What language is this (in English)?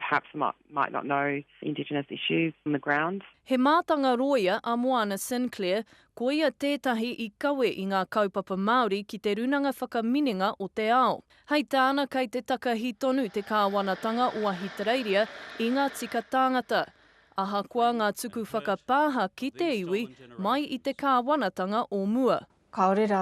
Māori